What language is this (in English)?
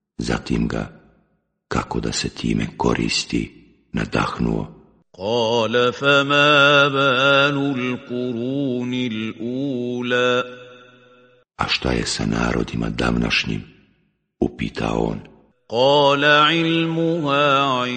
Bosnian